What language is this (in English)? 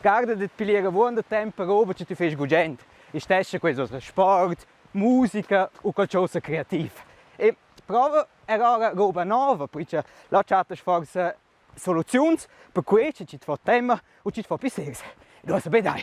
Romansh